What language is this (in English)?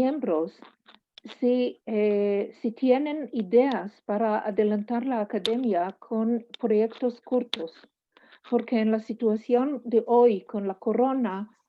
Ladino